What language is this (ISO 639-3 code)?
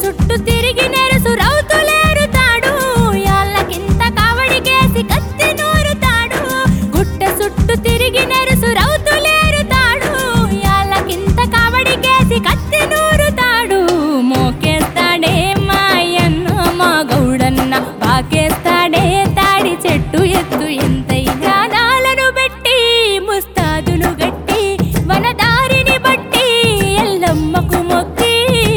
tel